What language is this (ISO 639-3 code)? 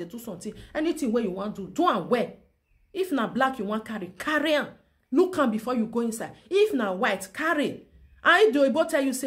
pcm